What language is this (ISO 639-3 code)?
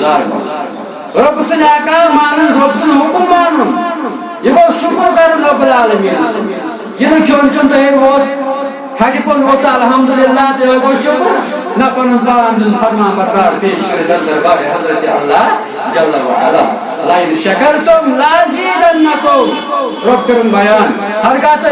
kas